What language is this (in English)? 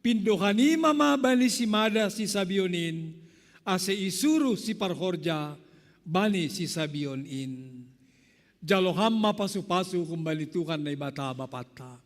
Batak Simalungun